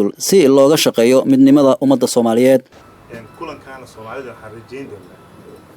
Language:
Somali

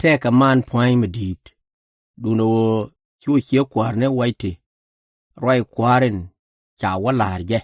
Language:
Nuer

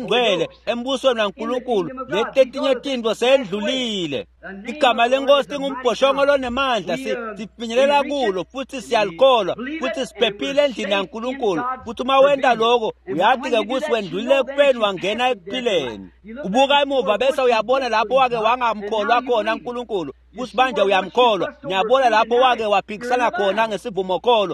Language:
Swati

